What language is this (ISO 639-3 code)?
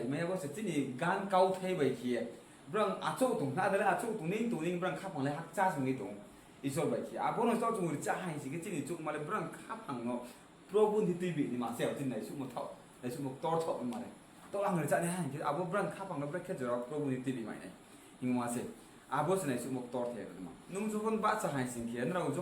ria